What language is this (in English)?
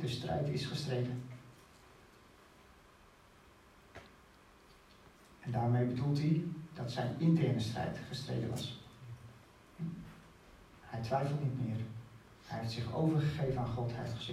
Dutch